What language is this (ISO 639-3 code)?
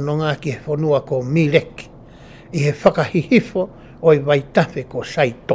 ton